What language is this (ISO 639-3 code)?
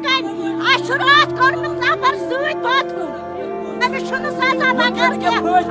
kas